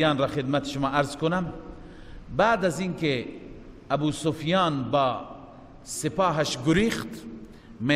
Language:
Persian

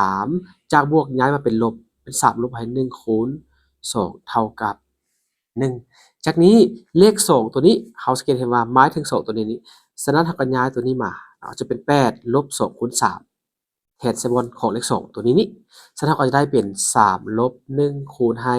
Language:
Lao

